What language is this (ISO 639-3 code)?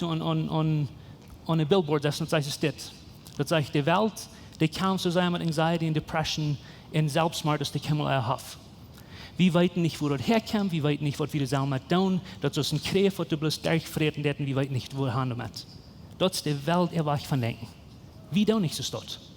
pdt